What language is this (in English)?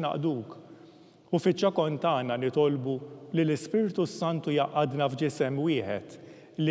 Maltese